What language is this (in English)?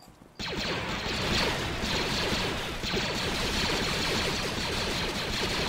Polish